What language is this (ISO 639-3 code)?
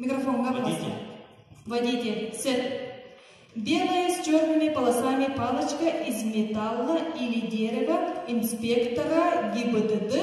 sah